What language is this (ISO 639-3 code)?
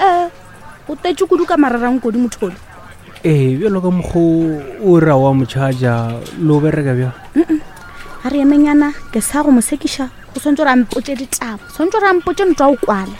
nso